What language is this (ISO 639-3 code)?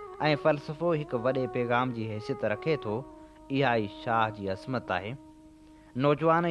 snd